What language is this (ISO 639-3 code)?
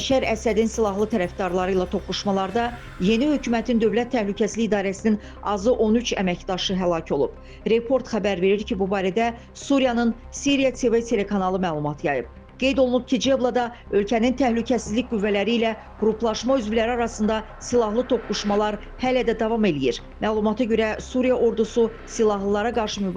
aze